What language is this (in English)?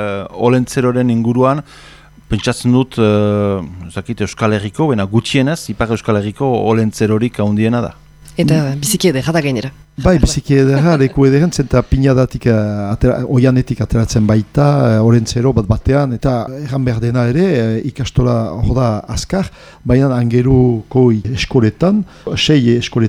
Basque